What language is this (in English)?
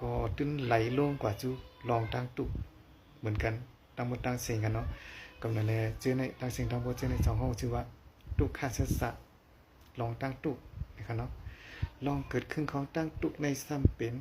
Shan